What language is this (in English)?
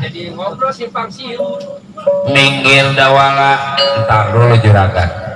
Betawi